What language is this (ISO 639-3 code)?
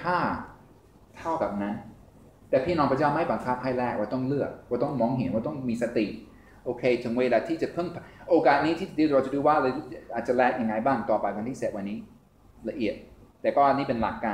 tha